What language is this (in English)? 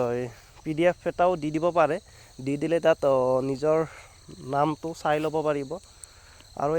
Assamese